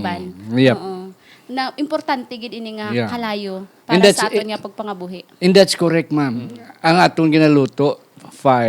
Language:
Hiligaynon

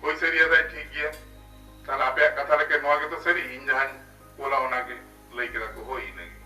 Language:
Santali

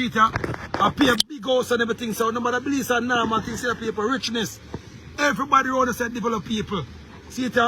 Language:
Jamaican Creole English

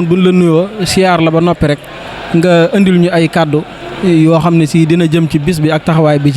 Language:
Wolof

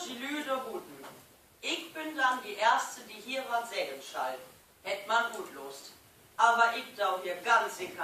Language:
Low German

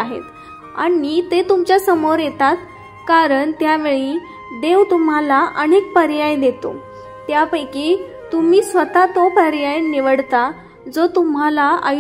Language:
Marathi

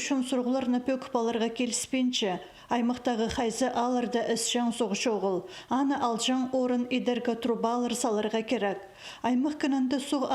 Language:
Khakas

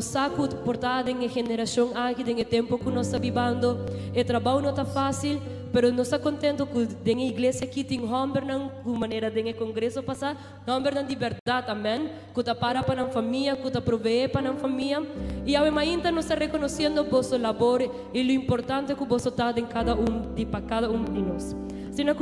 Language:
Papiamento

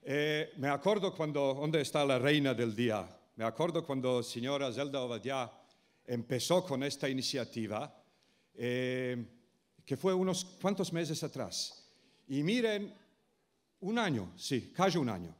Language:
Ladino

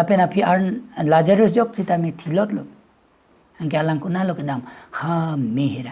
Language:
Karbi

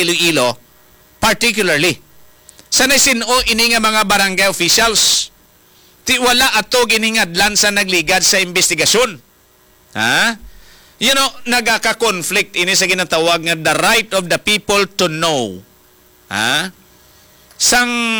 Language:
Hiligaynon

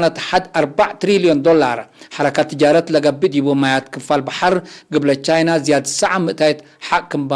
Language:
Tigre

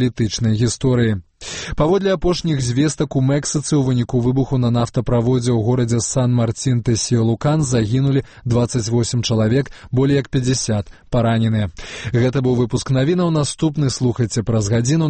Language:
Belarusian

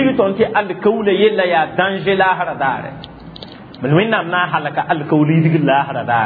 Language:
Mossi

